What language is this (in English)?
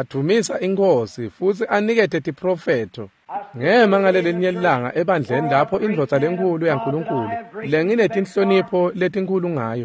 Swati